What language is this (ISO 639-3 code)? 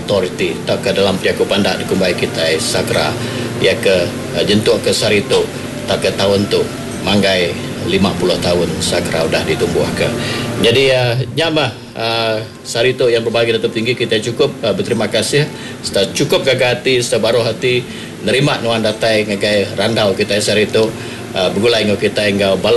iba